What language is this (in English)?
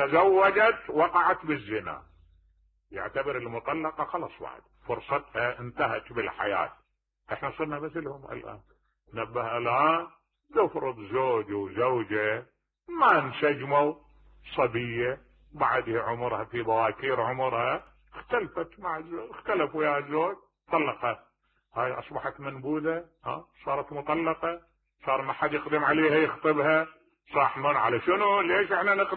Mesopotamian Arabic